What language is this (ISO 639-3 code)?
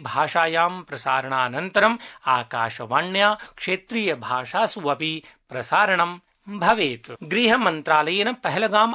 san